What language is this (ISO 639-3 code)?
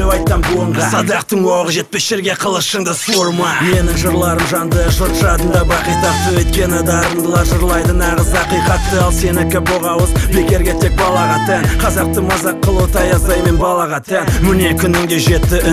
kaz